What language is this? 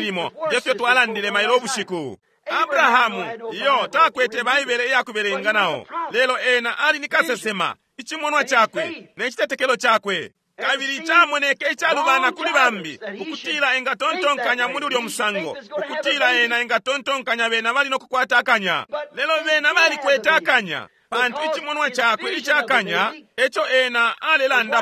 Bemba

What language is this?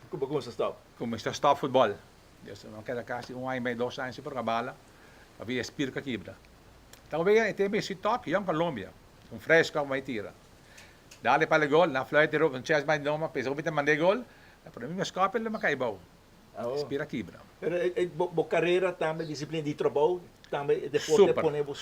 Papiamento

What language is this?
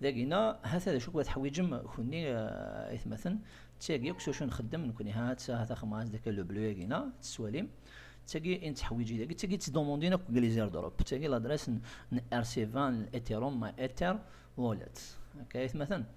Kabyle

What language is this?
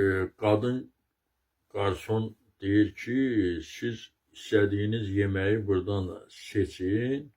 Azerbaijani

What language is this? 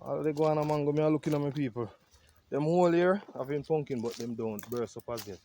Jamaican Creole English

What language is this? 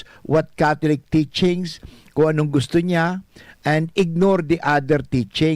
Bikol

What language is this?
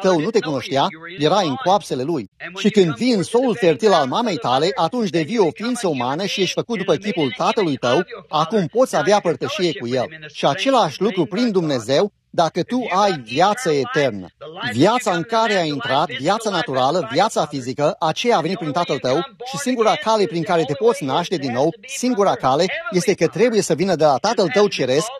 Romanian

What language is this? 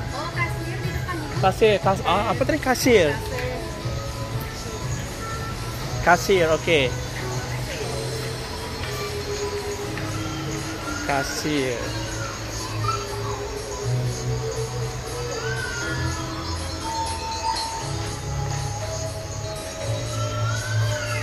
Malay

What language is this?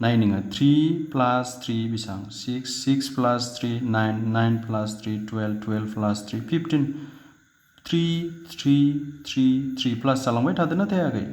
Bodo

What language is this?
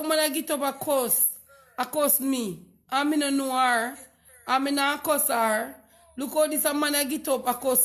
Jamaican Creole English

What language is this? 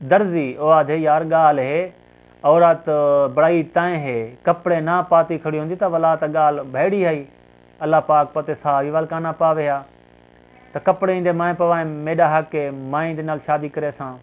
Saraiki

